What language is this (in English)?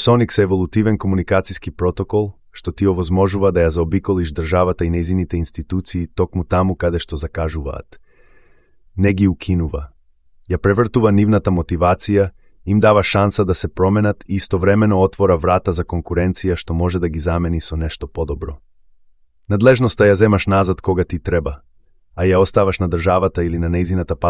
Macedonian